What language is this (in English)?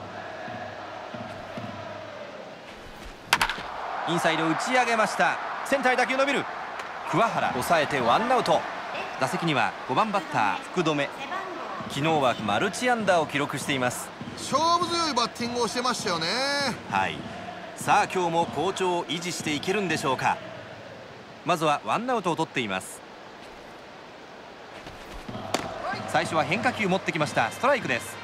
Japanese